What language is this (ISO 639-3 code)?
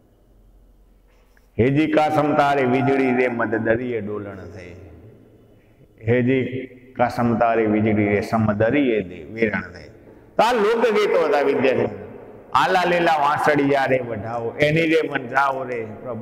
guj